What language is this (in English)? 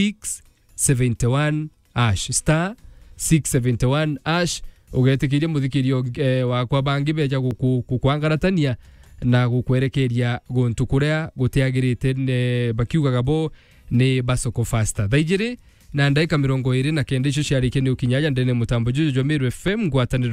Meru